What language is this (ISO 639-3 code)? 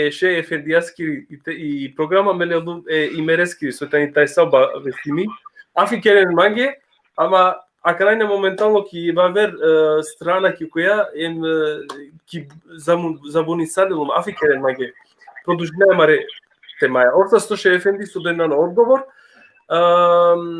rmn